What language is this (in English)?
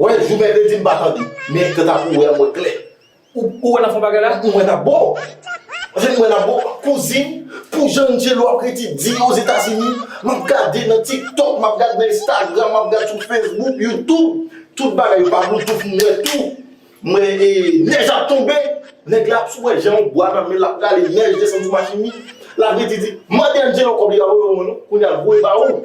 Haitian Creole